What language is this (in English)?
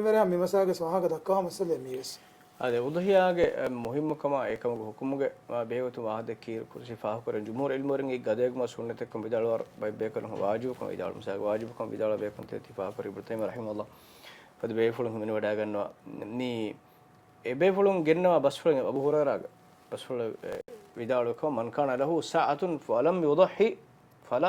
Divehi